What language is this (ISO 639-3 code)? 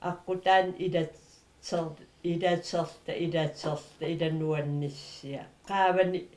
kal